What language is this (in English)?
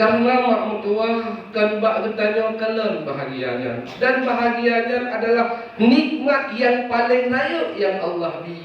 Achinese